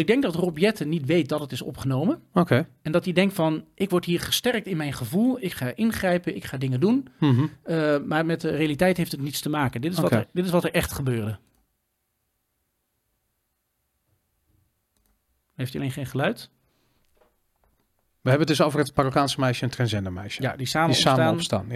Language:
Dutch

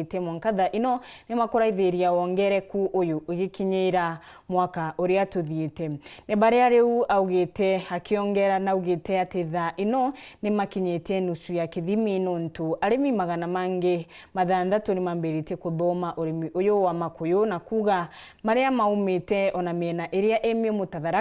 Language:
Meru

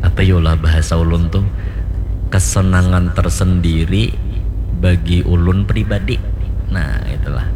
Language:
Banjar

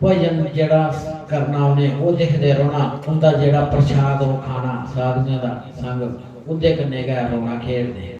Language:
Dogri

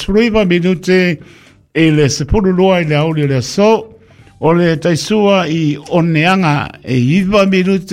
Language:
Samoan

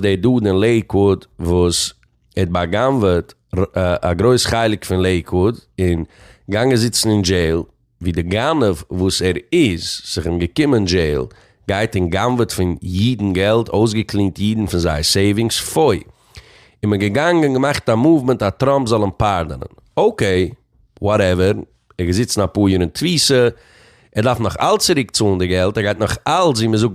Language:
Yiddish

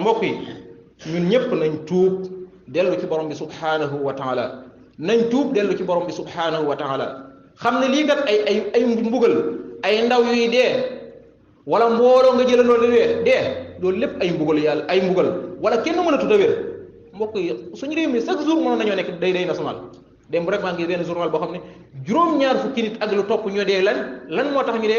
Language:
Wolof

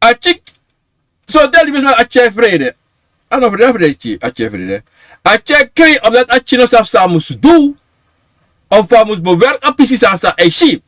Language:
Sranan Tongo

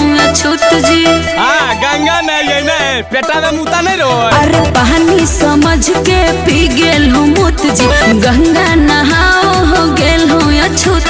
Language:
Magahi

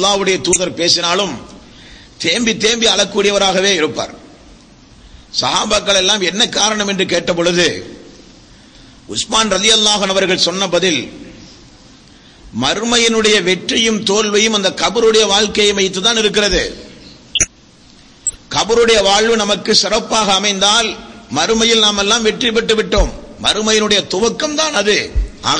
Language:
Tamil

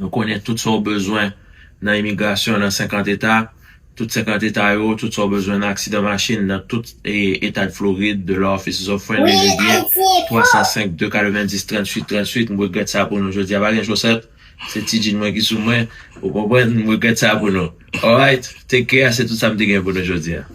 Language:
Haitian Creole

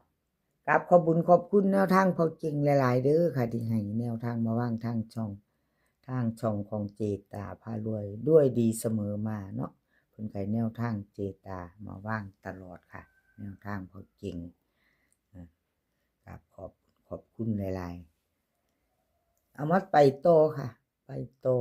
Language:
Northeastern Thai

